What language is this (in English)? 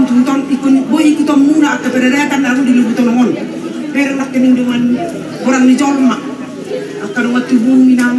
Batak Toba